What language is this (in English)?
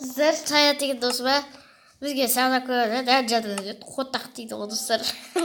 Kazakh